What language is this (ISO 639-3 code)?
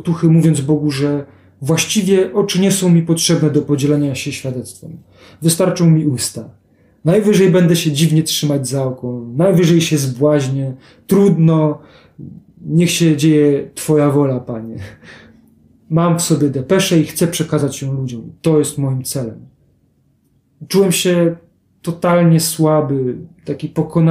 pol